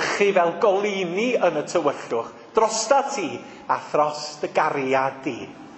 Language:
Welsh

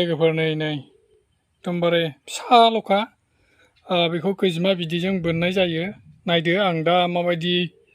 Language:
Bodo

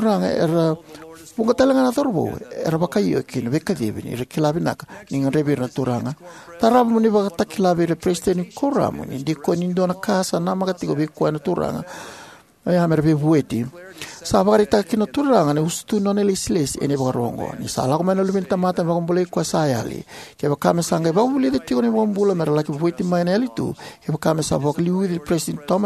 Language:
Fijian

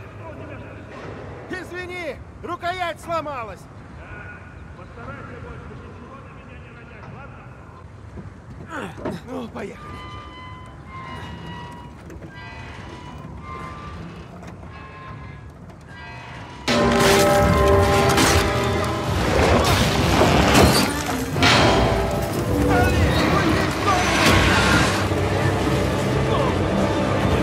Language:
Russian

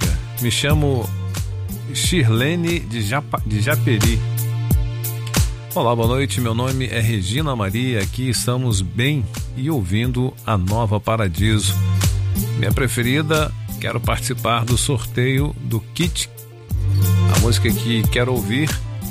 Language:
Portuguese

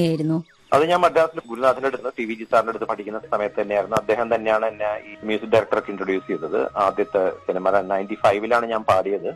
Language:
Malayalam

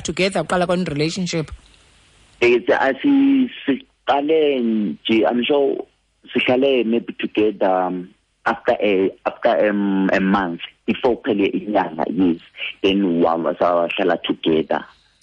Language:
Xhosa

